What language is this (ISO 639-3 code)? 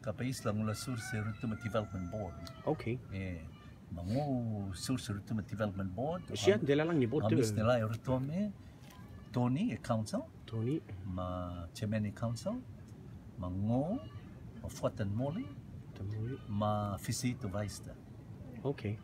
rtm